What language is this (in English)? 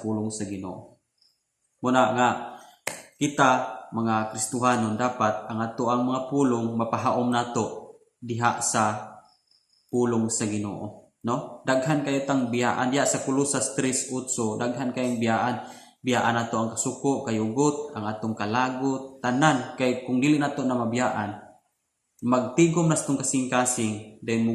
Cebuano